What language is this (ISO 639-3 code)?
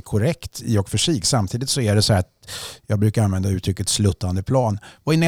swe